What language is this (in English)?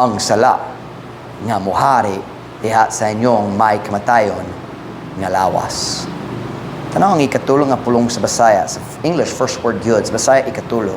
Cebuano